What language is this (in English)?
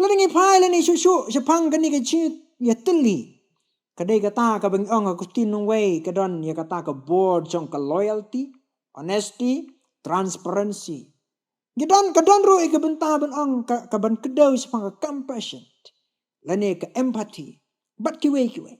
Khasi